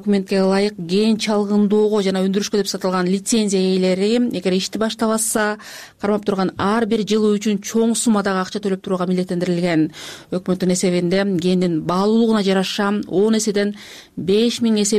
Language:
Kyrgyz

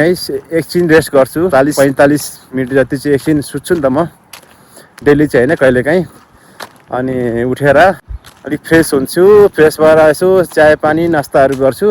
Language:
Nepali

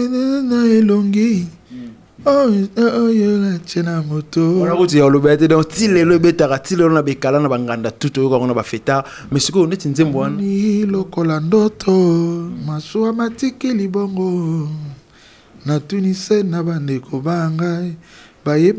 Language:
Lingala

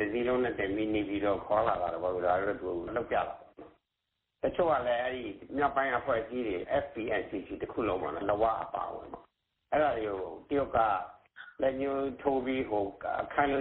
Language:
Burmese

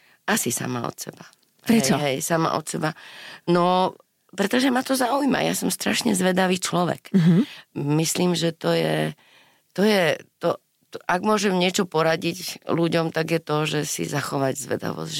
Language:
Slovak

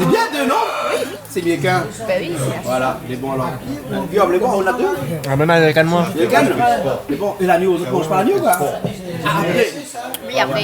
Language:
Réunion Creole French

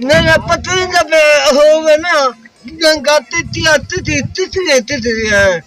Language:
Saraiki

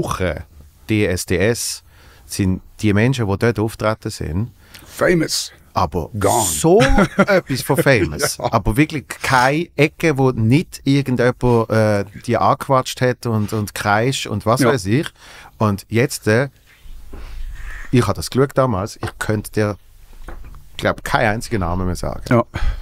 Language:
Swiss German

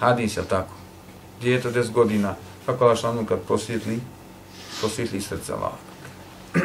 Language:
Bosnian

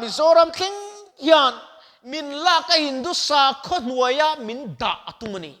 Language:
Mizo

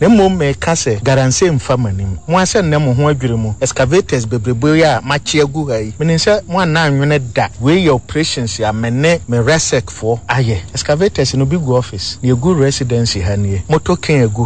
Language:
Akan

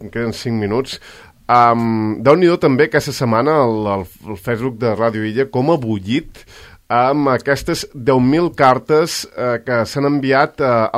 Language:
Catalan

